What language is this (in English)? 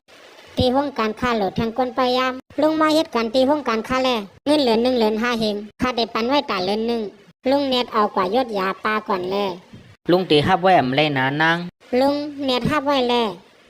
Shan